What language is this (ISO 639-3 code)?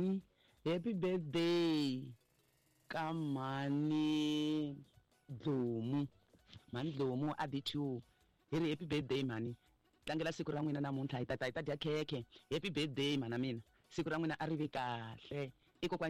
tso